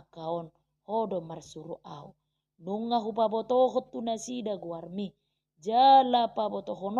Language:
Batak Toba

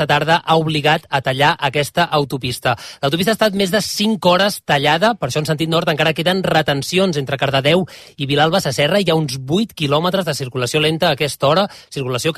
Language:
Catalan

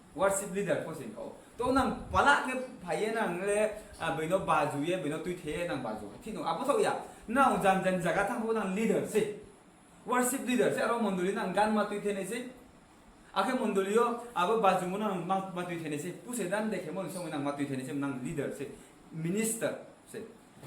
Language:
Riang (India)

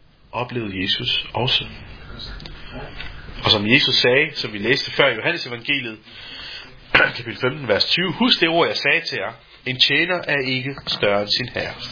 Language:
Danish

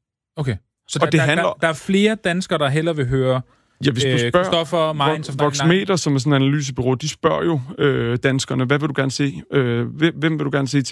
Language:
Danish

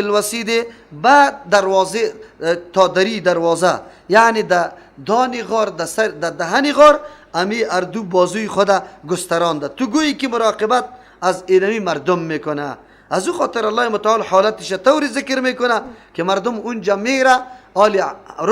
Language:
Persian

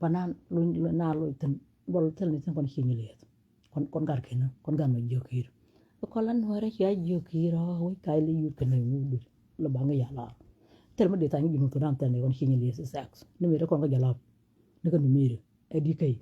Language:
Nuer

